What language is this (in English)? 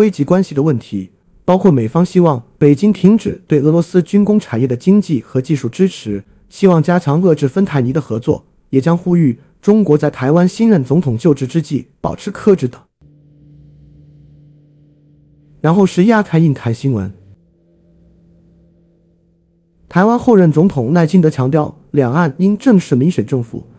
Chinese